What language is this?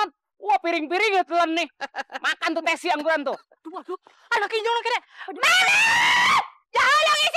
Betawi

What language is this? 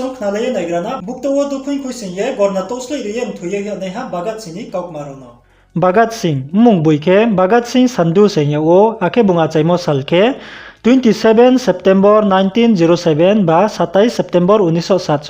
Riang (India)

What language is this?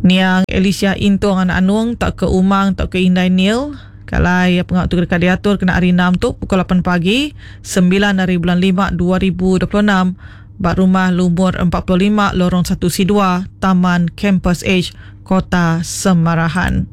Iban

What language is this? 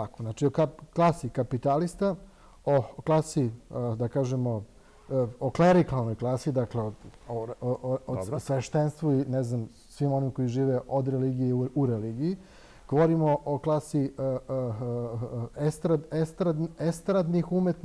Serbian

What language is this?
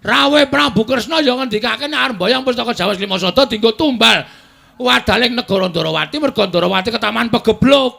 Javanese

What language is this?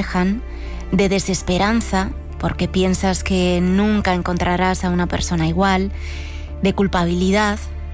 Spanish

